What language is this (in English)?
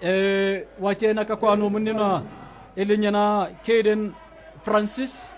Southern Sotho